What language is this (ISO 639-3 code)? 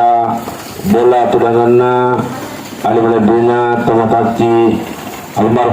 bug